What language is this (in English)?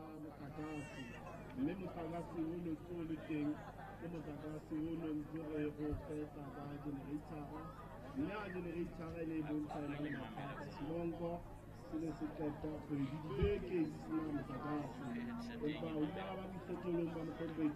Southern Sotho